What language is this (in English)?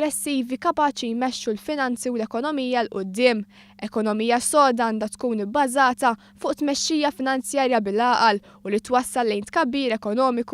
Maltese